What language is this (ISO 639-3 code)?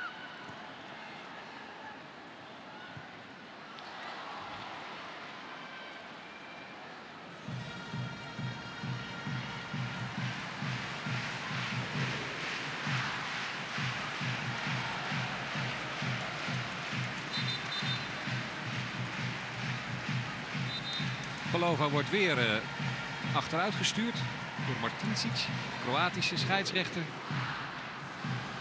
nld